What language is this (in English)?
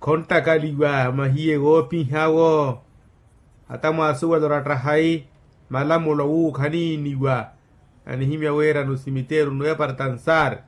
Makhuwa